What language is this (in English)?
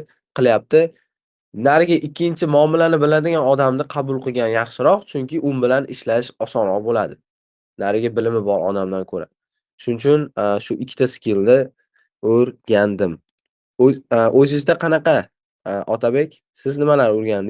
Uzbek